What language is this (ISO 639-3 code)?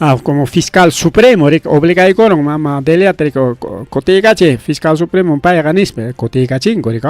quy